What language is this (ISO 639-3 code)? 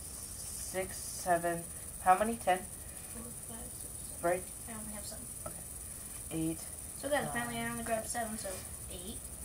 eng